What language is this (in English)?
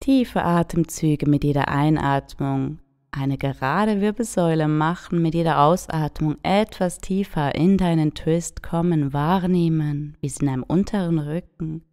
Swiss German